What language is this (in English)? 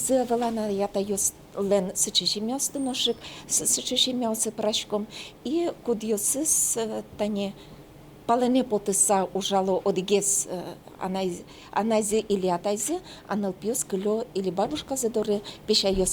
Udmurt